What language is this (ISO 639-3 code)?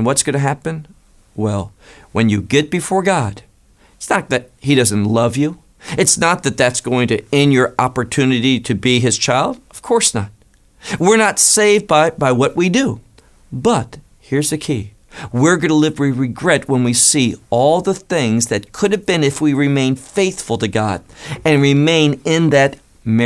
eng